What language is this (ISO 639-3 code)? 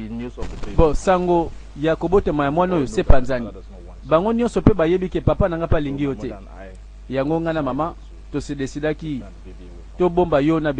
lin